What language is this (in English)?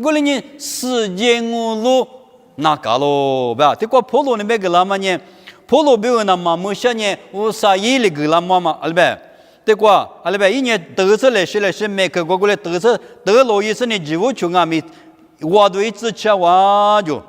Lisu